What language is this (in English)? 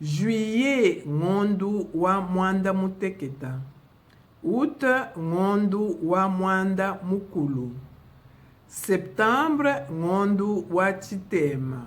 Luba-Lulua